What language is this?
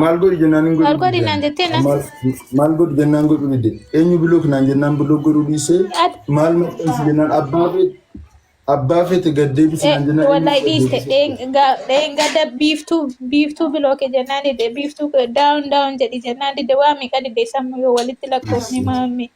Oromo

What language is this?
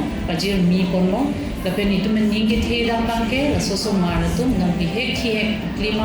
Karbi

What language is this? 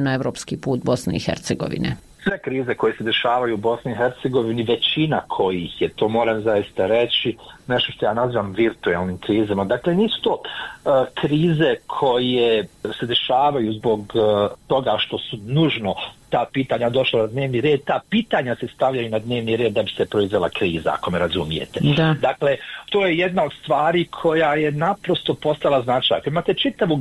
Bosnian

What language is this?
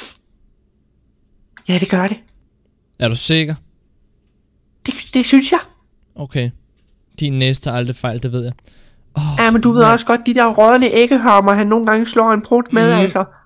Danish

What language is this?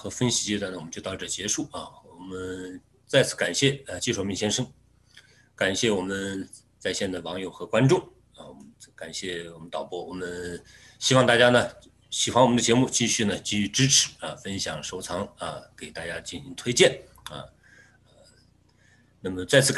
Chinese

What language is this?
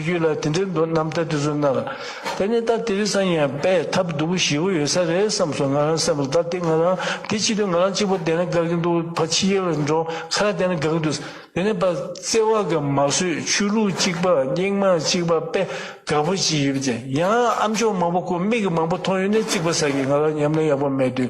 Tibetan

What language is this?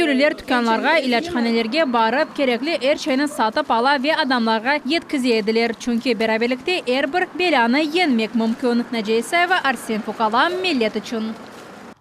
Crimean Tatar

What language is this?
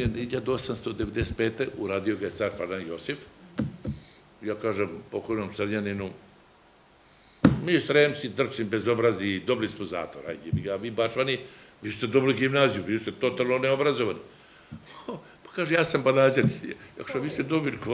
Serbian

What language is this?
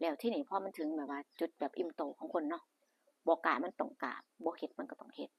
Northeastern Thai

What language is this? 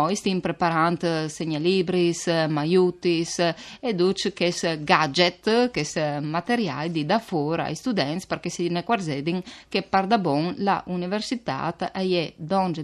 Friulian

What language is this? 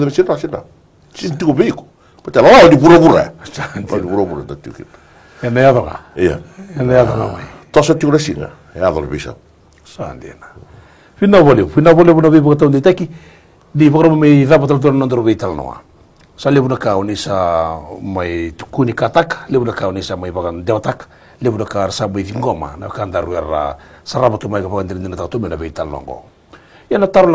Fijian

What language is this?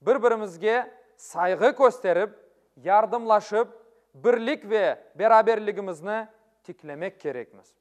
Crimean Tatar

